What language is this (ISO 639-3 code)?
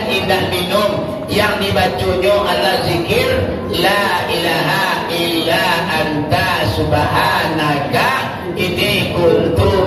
min